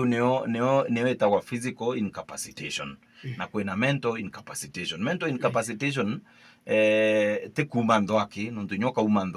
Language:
Meru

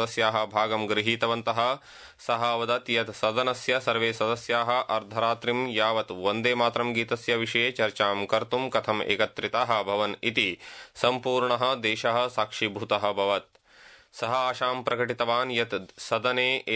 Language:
Sanskrit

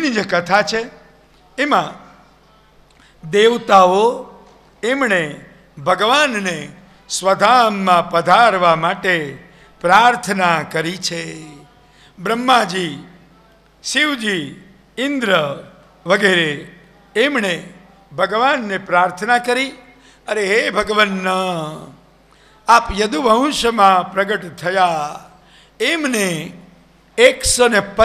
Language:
Gujarati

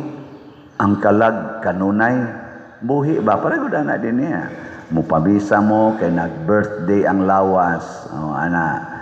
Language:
Cebuano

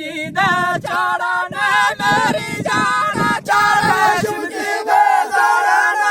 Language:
Dogri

